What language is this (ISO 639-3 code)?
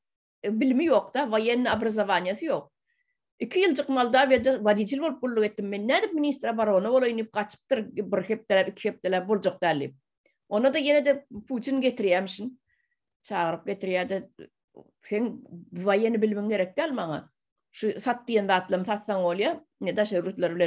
tuk